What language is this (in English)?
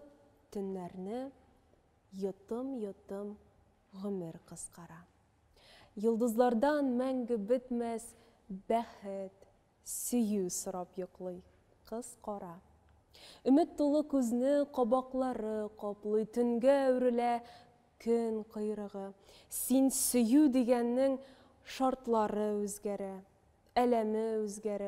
Tatar